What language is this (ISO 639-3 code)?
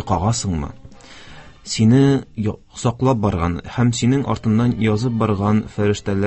tat